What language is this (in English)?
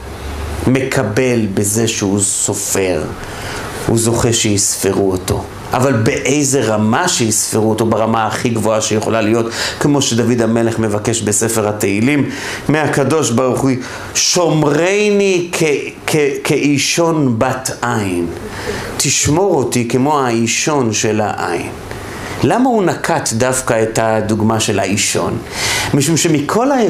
Hebrew